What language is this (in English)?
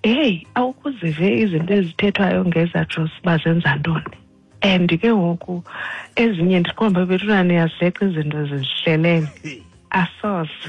Xhosa